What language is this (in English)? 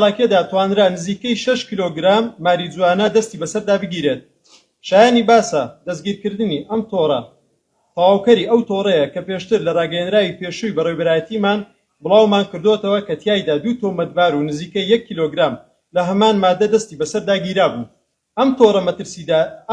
Central Kurdish